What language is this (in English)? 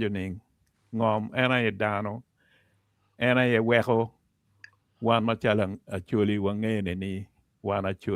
Acoli